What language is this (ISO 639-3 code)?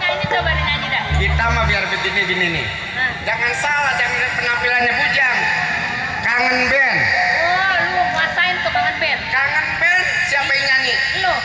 bew